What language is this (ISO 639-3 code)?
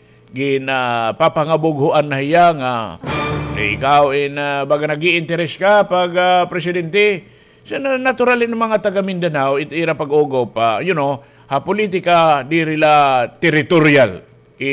war